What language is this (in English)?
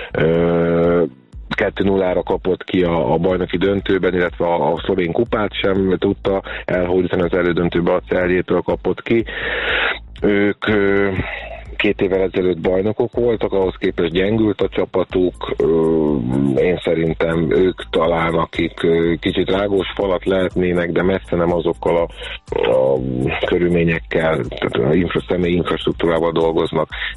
Hungarian